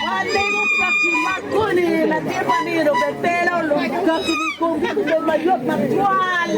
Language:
Acoli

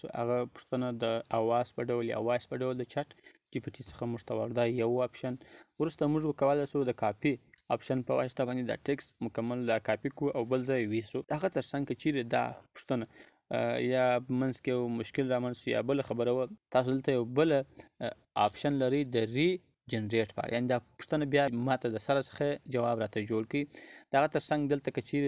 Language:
Pashto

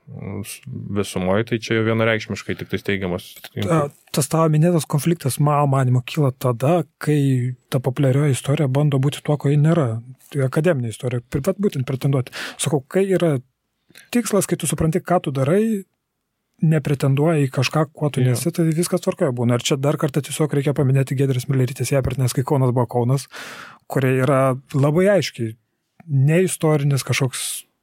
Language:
Lithuanian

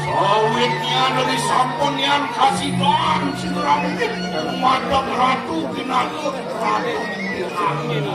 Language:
Balinese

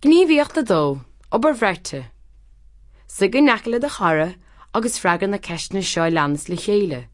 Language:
Irish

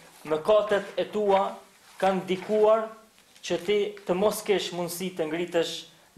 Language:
Albanian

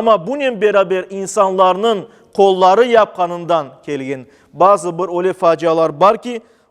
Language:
Crimean Tatar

